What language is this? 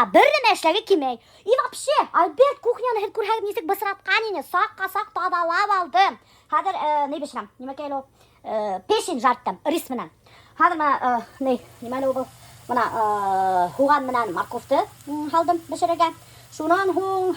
Bashkir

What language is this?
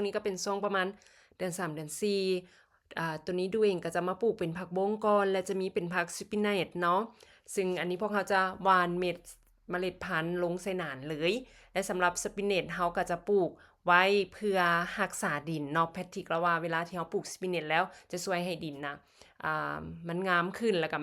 Lao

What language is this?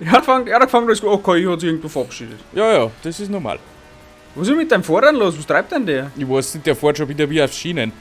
Bavarian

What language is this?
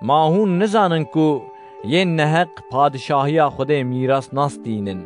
Kurdish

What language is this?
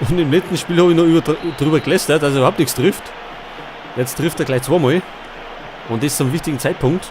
Bavarian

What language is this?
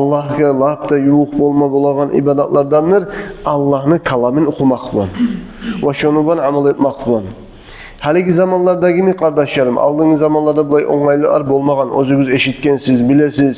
Kumyk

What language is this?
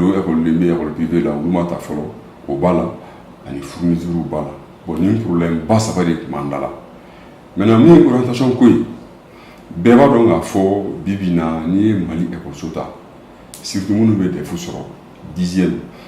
Bambara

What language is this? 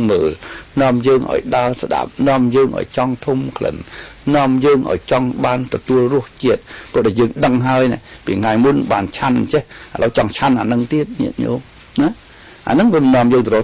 Khmer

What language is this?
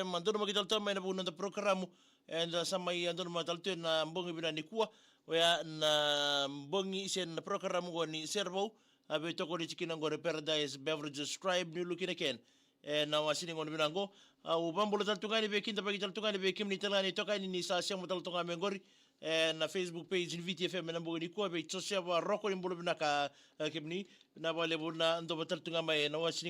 Fijian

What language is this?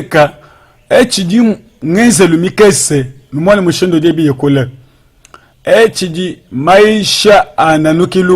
Luba-Lulua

